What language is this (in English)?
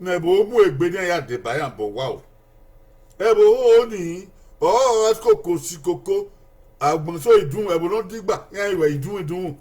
Bini